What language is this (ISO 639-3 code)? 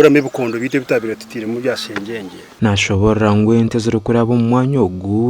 nyn